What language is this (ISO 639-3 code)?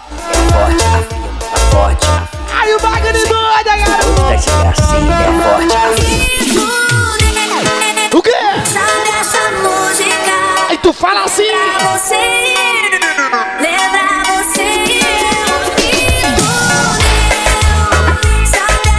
por